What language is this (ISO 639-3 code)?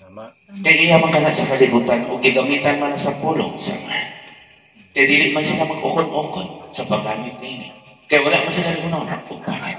ceb